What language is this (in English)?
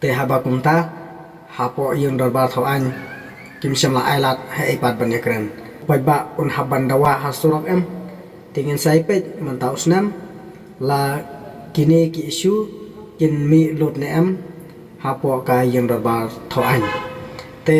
Khasi